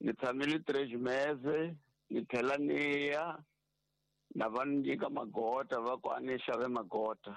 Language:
Tsonga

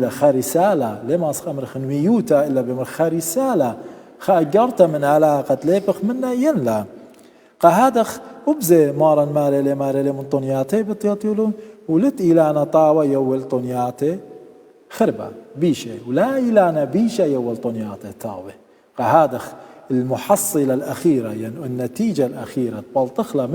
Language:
Assyrian Neo-Aramaic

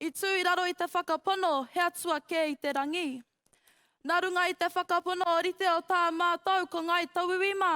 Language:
Māori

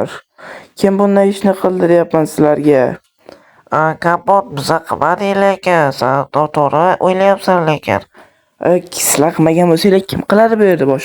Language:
Uzbek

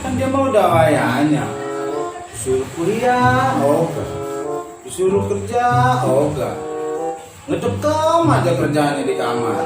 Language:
Betawi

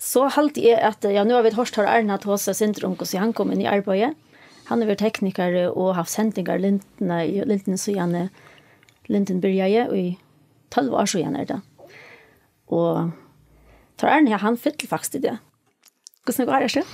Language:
Faroese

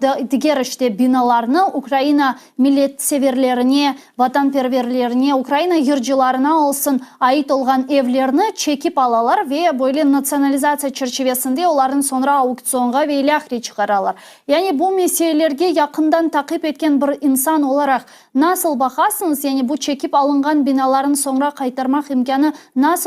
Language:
Crimean Tatar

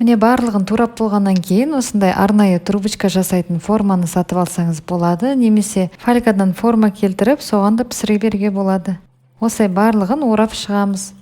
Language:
Kazakh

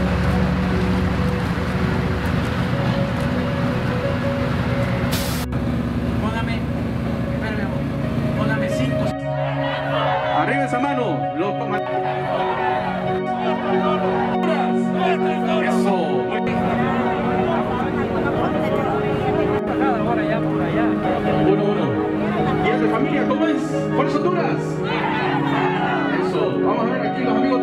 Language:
Spanish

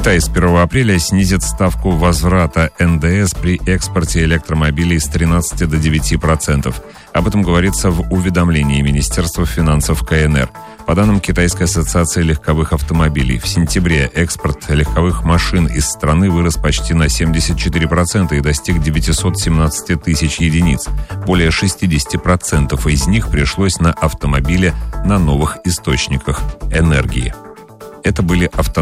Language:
Russian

